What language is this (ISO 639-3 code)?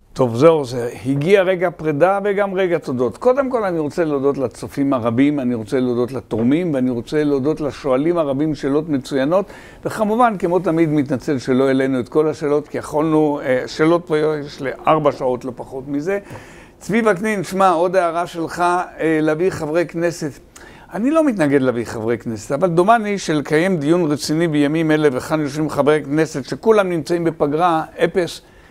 heb